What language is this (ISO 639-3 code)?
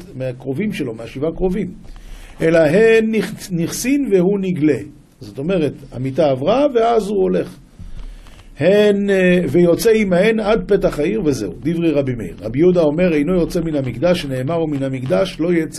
heb